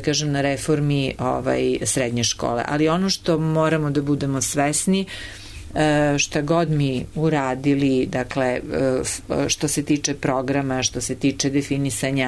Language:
Serbian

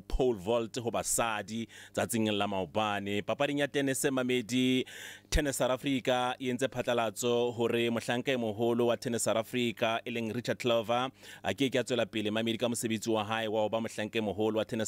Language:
Southern Sotho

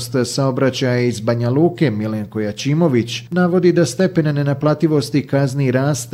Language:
Bosnian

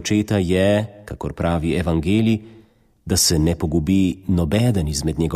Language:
Slovenian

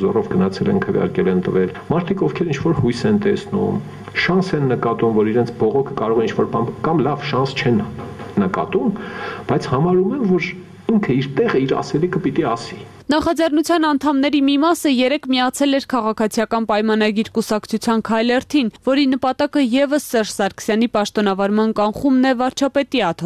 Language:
Armenian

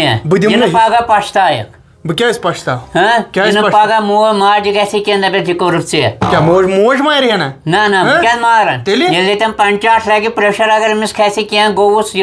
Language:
Kashmiri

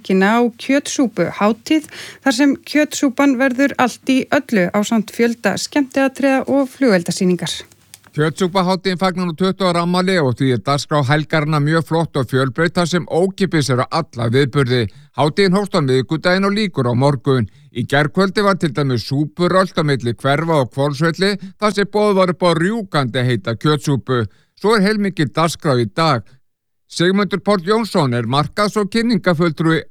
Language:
Icelandic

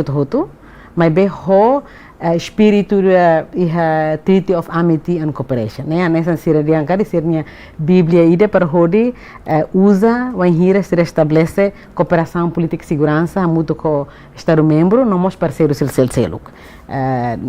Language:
Tetum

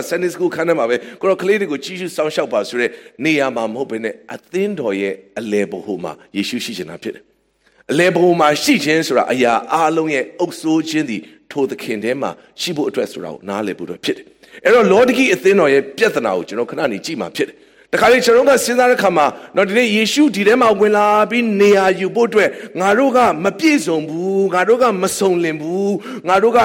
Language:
Burmese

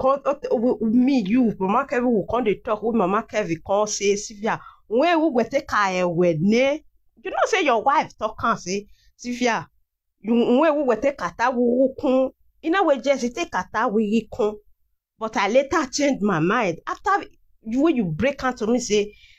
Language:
Nigerian Pidgin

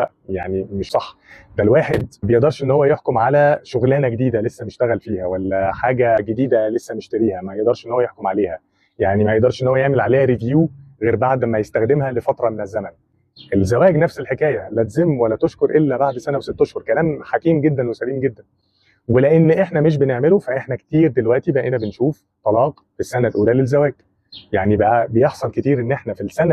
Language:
Egyptian Arabic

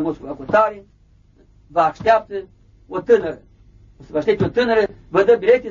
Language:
Romanian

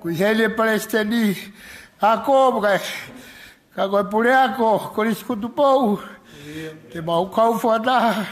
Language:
Tongan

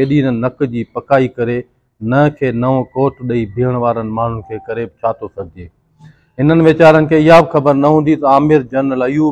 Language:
Sindhi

